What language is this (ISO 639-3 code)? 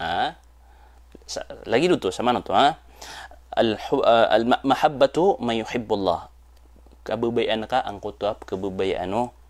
mrw